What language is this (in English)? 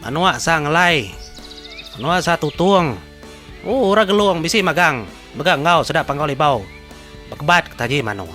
Iban